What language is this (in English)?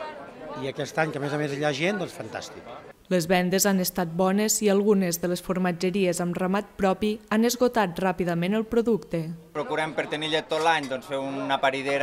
Catalan